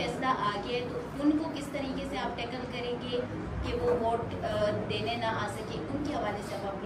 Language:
Urdu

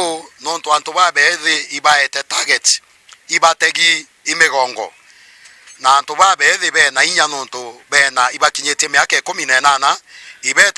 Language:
Meru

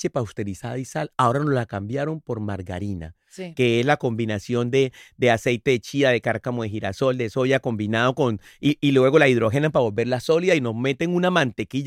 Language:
Spanish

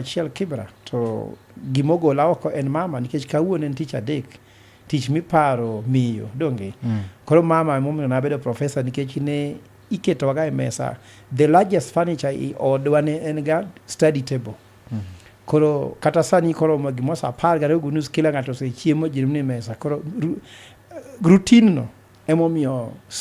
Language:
Luo (Kenya and Tanzania)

